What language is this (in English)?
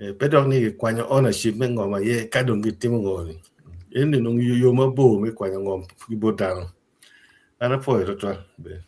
Acoli